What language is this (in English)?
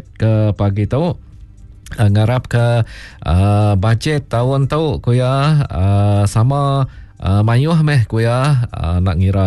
Iban